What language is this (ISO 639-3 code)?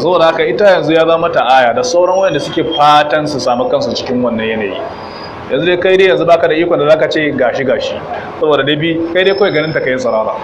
hau